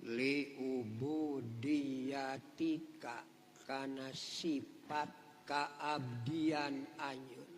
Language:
Sundanese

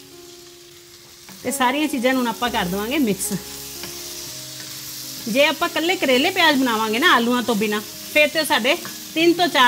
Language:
Punjabi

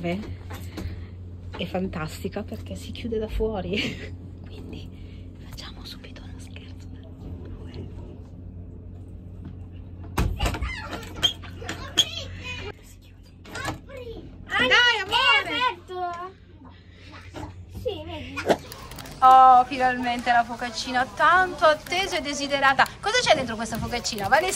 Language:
Italian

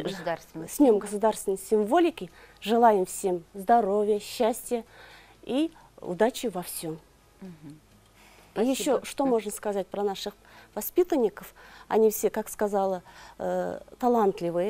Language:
Russian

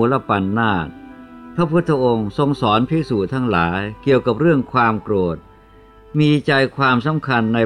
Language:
Thai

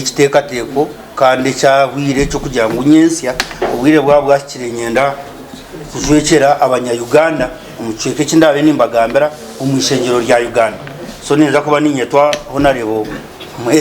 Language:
Nyankole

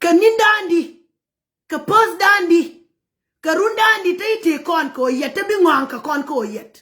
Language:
Nuer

